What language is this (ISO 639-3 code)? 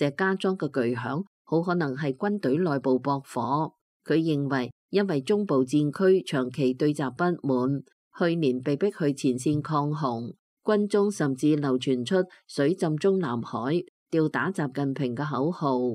yue